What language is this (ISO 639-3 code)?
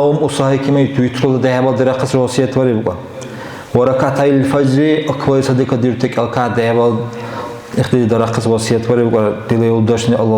dar